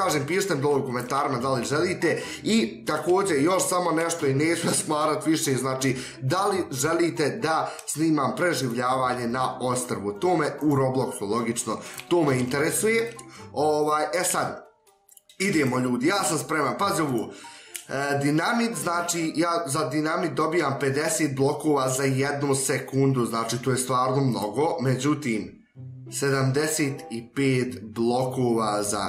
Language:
Bosnian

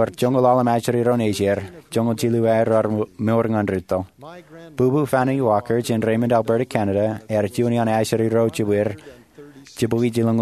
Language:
Marshallese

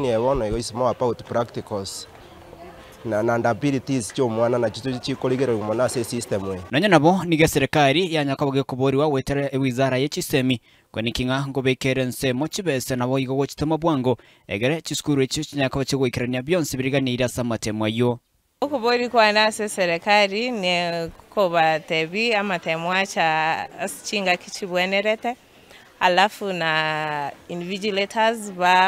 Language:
Gusii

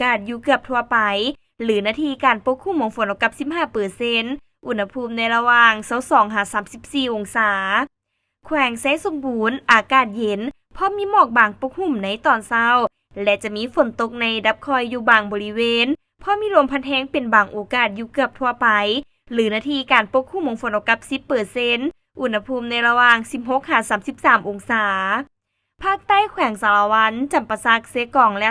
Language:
Lao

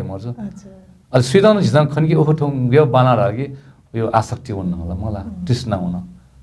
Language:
Newari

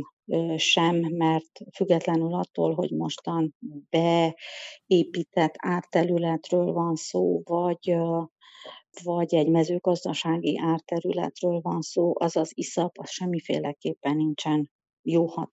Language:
Hungarian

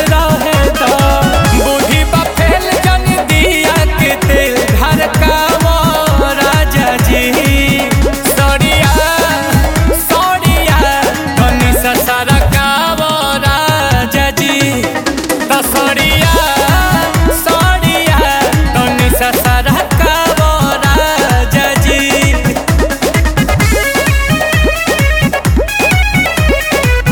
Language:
Bhojpuri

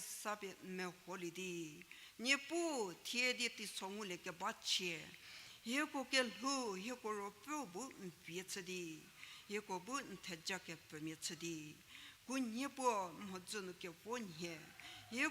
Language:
Angami Naga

